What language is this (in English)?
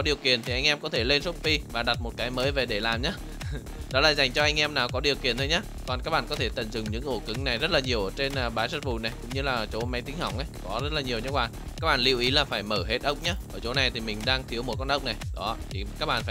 Vietnamese